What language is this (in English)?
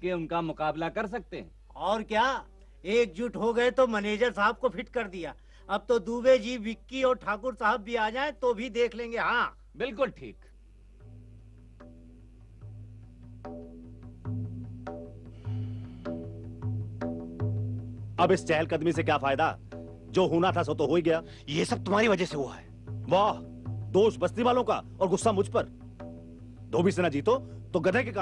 Hindi